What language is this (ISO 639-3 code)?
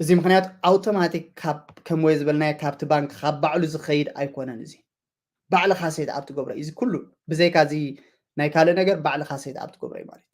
tir